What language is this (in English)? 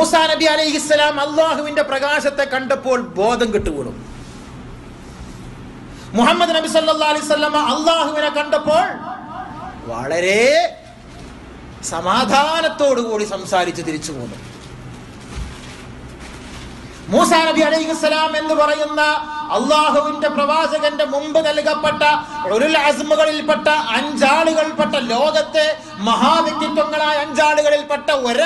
Malayalam